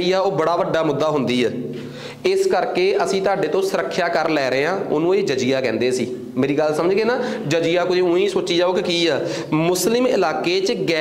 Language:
Punjabi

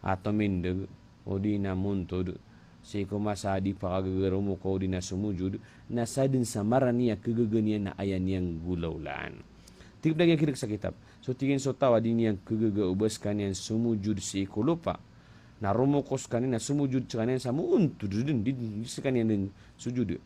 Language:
Maranao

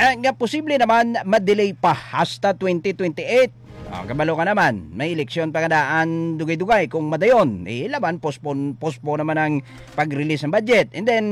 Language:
Hiligaynon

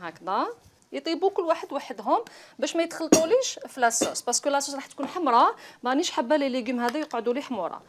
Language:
Algerian Arabic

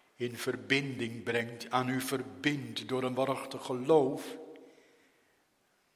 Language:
Dutch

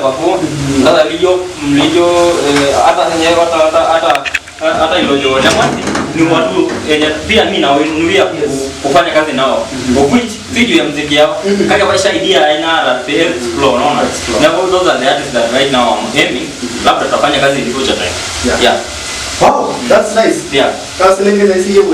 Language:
Masai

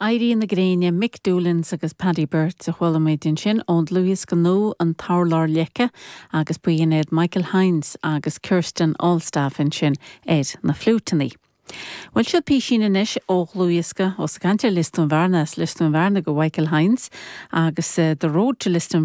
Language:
Irish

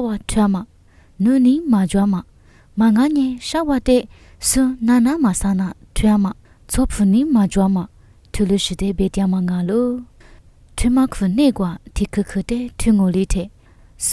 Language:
Lisu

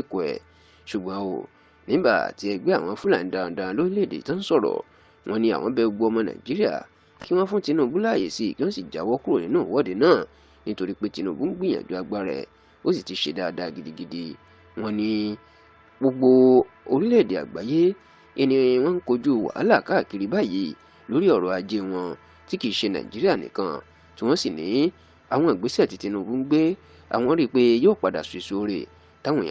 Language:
Yoruba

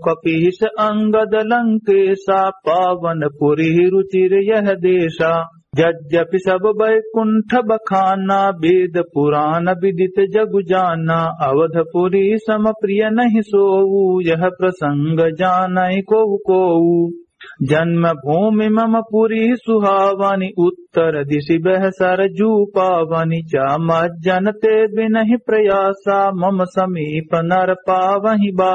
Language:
Awadhi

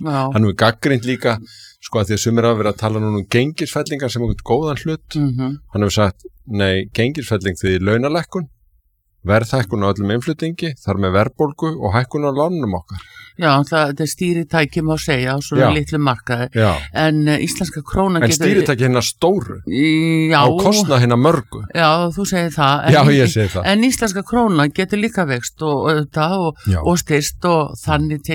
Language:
Icelandic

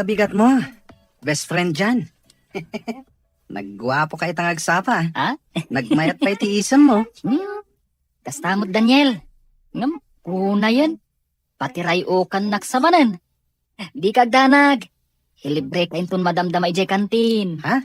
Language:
Iloko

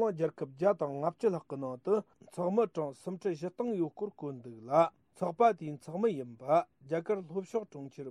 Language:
Tibetan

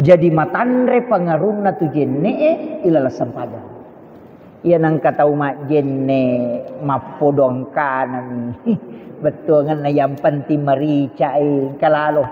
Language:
Buginese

